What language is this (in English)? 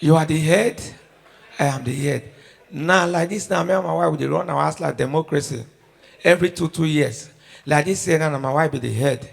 Nigerian Pidgin